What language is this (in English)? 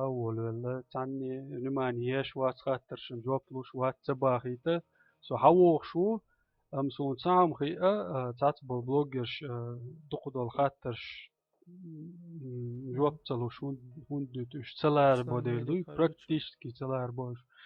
Chechen